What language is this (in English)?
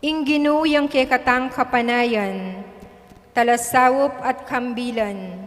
Pampanga